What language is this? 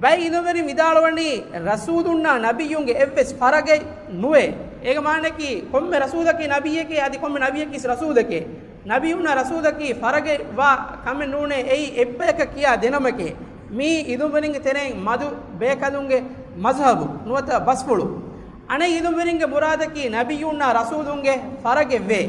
Divehi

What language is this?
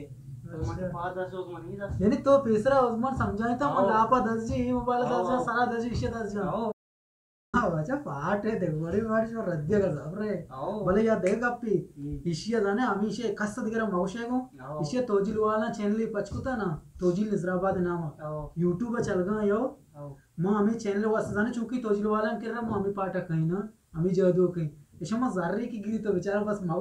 Eastern Balochi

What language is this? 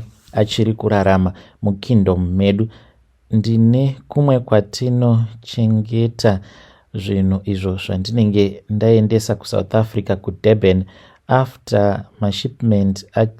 Shona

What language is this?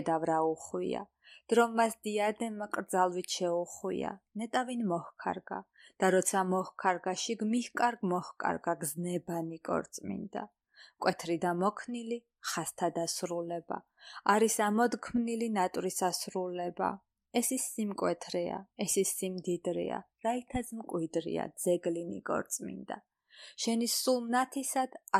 Georgian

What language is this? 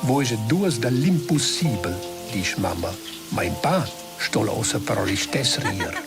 Romansh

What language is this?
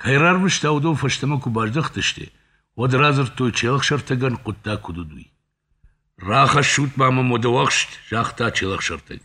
Ossetic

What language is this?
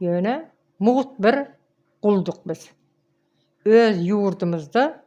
Turkmen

